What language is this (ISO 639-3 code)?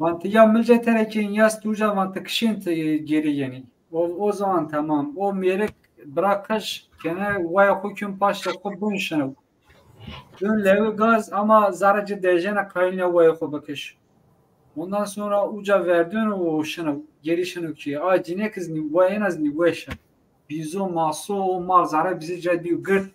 zza